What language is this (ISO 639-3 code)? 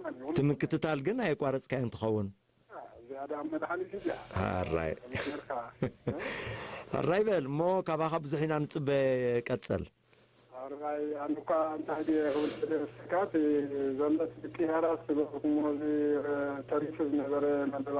tir